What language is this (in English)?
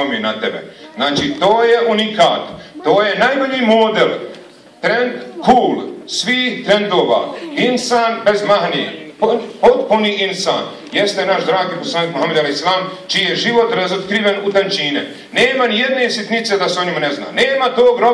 Bosnian